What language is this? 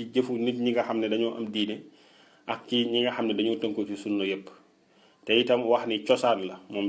Wolof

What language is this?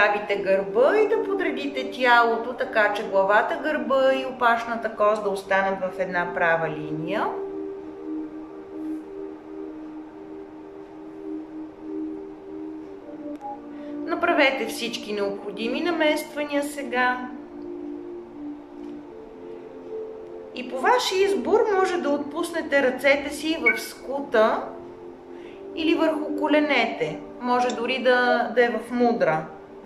Bulgarian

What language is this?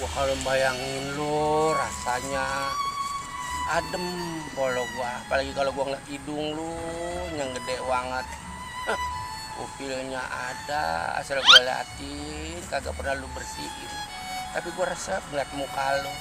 Betawi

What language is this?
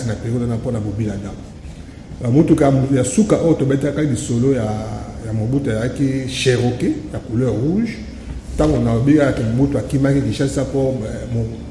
Lingala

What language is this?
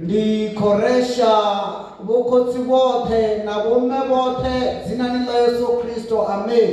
Venda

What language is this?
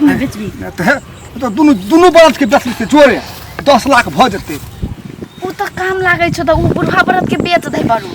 Maithili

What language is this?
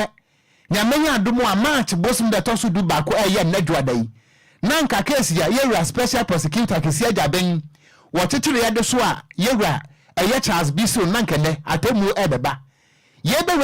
Akan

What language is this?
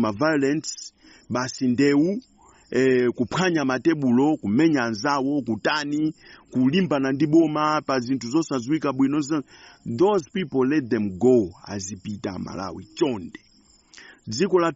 Nyanja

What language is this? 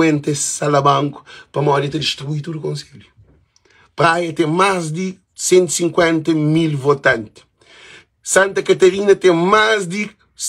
Kabuverdianu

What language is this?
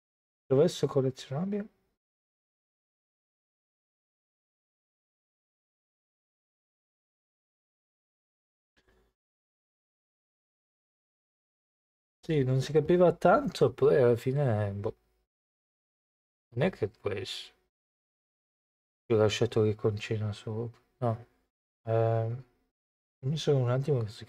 Italian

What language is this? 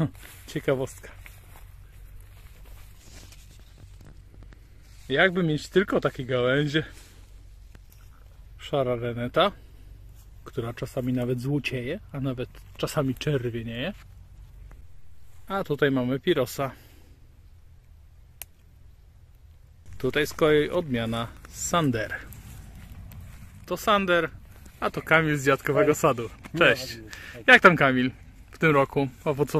Polish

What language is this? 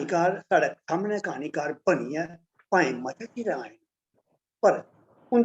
Dogri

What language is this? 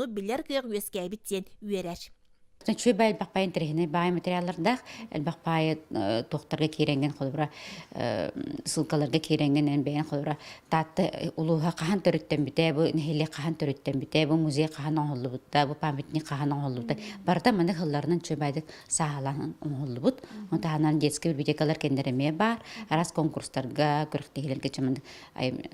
Yakut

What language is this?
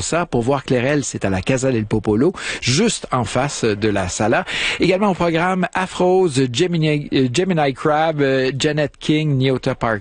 French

